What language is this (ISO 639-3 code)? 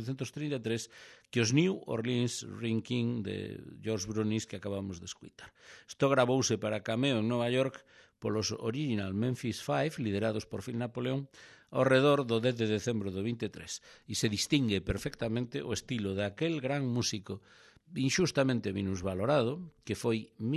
glg